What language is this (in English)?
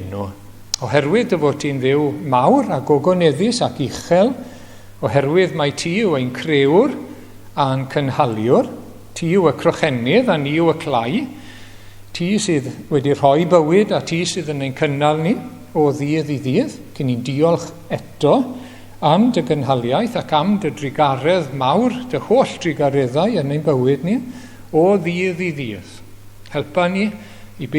Welsh